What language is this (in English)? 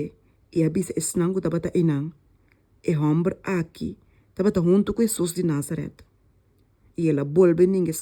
Papiamento